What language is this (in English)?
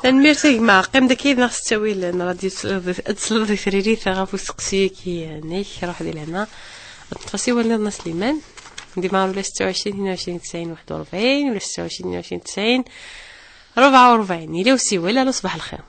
Kabyle